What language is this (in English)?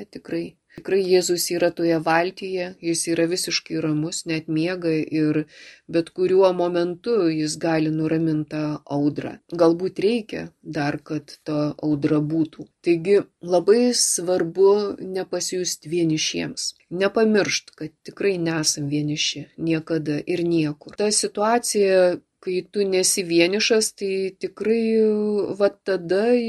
Lithuanian